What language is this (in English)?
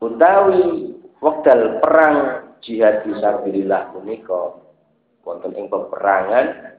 Javanese